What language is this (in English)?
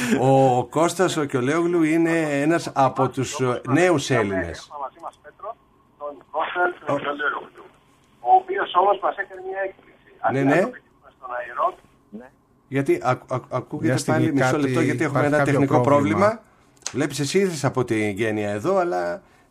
Greek